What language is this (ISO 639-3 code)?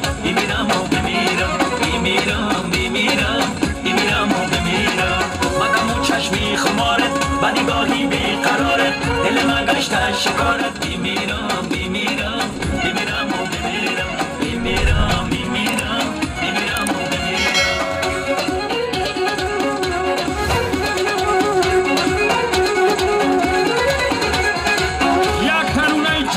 fas